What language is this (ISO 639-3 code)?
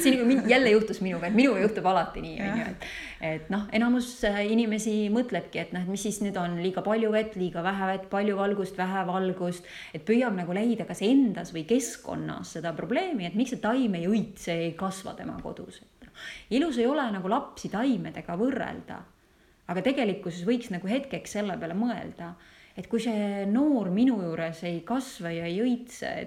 est